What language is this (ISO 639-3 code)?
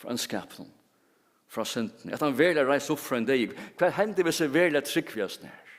fao